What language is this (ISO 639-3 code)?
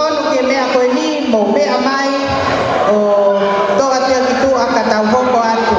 ton